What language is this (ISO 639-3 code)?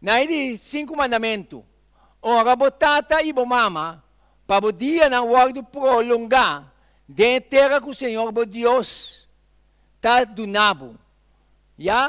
pap